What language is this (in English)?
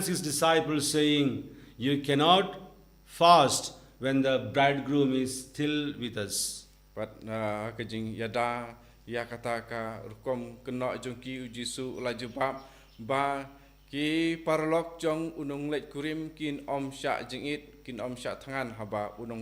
Khasi